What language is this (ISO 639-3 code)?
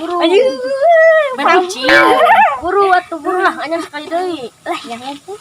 sun